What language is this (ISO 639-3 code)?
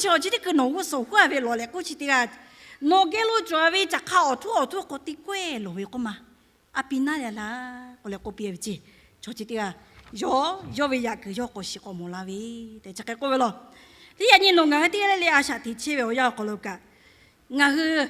lhu